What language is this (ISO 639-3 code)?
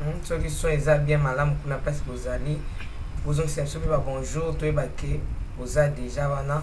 lin